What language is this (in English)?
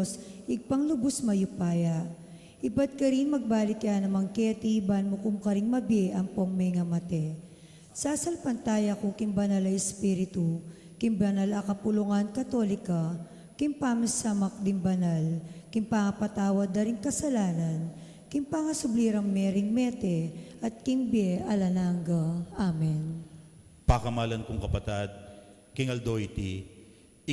Pampanga